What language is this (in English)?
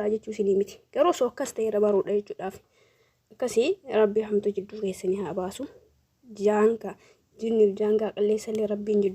Oromo